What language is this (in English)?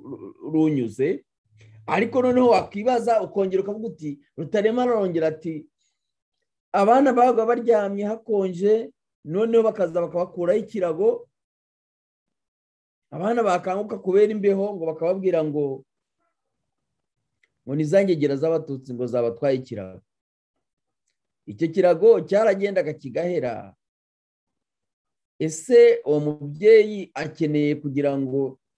Kinyarwanda